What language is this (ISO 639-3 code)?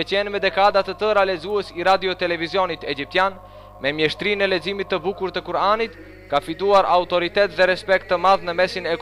sqi